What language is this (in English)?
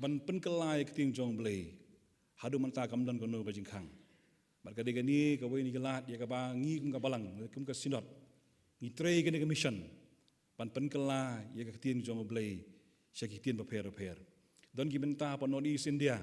Khasi